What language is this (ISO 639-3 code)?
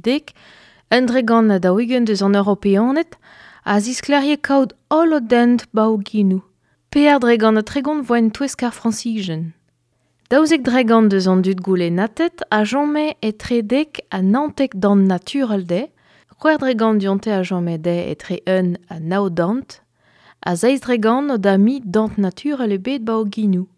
bre